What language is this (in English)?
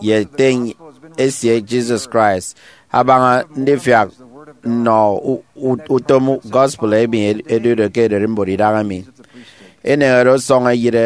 Efik